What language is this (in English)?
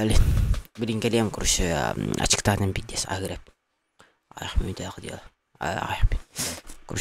Yakut